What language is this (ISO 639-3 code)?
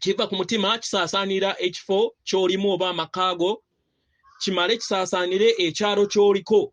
lug